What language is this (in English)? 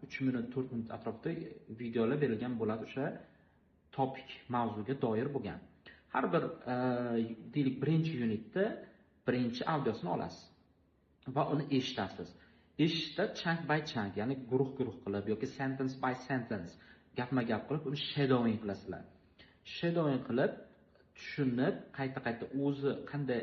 Uzbek